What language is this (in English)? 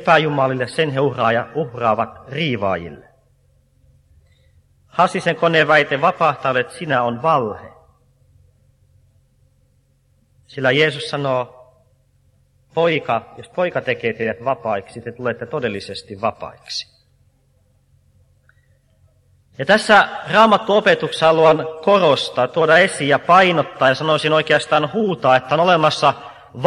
Finnish